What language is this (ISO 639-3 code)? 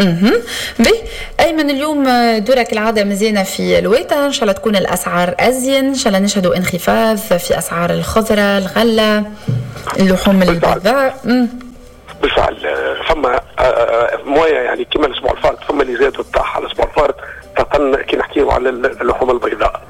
aeb